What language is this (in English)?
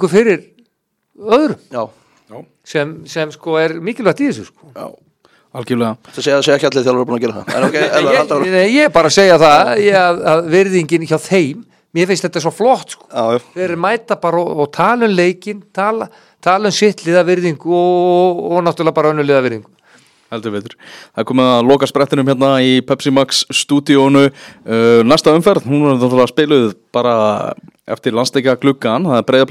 Icelandic